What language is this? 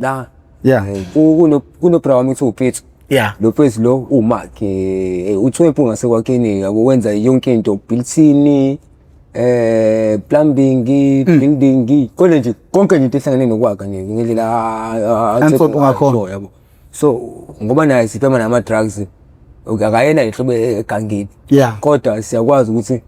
Zulu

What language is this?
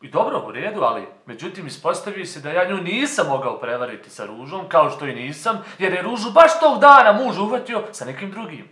Bosnian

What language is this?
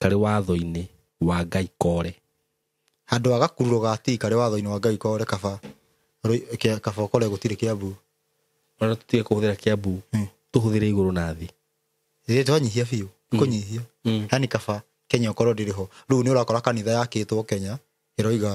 Kikuyu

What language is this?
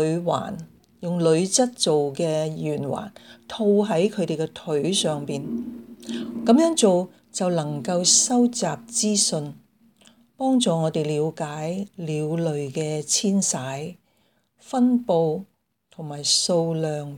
Cantonese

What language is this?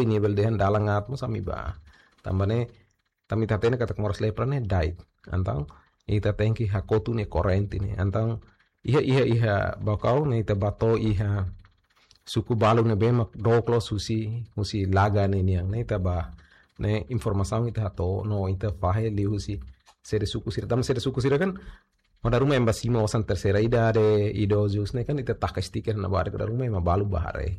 Tetum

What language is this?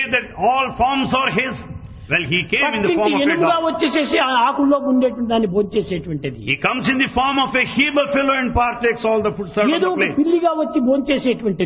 Telugu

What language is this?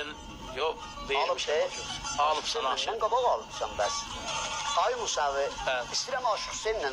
South Azerbaijani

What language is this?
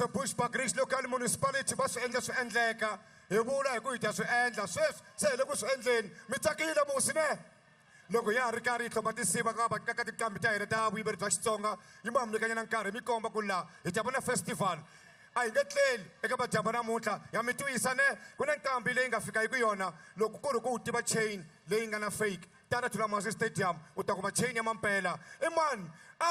Tsonga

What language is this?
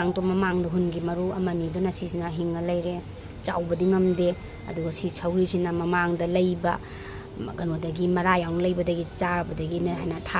Manipuri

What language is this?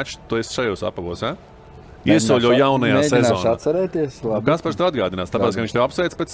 Latvian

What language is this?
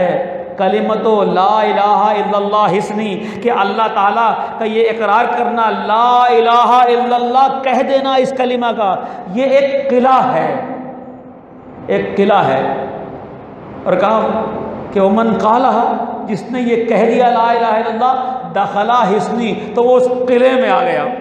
Urdu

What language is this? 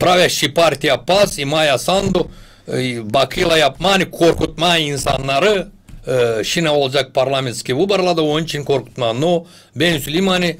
Gagauz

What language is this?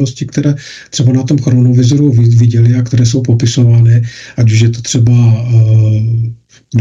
Czech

